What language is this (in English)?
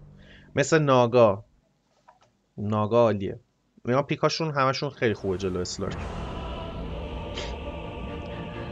Persian